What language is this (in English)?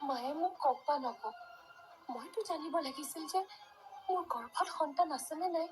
Assamese